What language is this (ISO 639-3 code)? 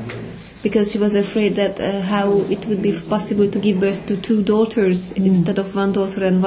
hun